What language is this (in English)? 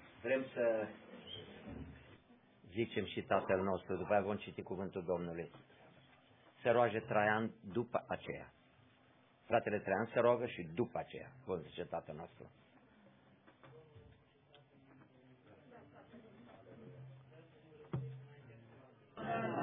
Romanian